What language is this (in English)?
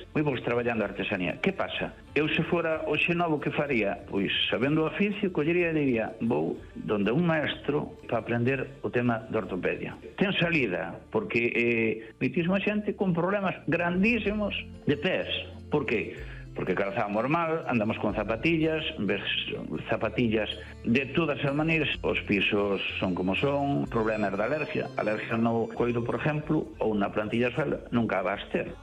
Galician